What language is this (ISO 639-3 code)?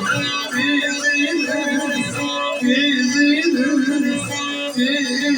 azb